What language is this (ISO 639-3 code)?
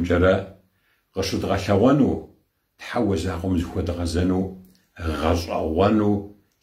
kbd